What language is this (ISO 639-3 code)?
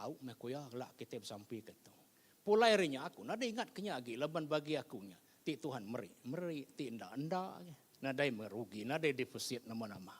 iba